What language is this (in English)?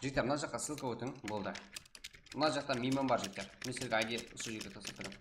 Kara-Kalpak